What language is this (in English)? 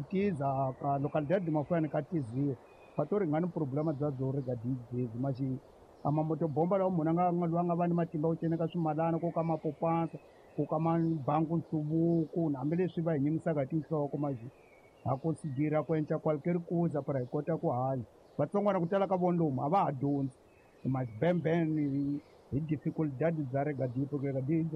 Tsonga